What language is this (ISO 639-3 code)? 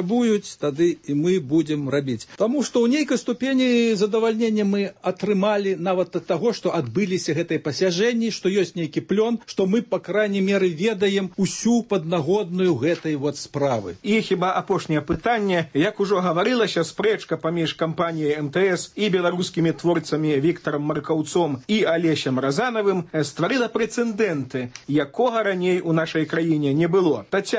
bel